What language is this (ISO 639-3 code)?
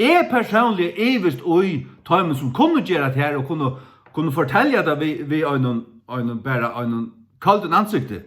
fao